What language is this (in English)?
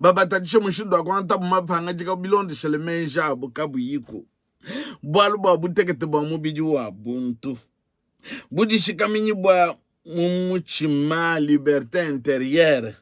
Luba-Lulua